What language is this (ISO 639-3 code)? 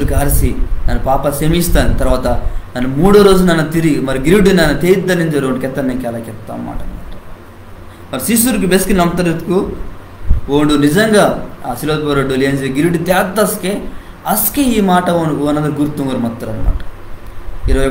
kff